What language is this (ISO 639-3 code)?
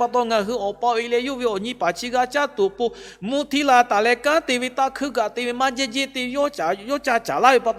lhu